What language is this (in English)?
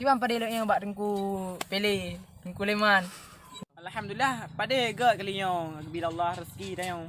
Achinese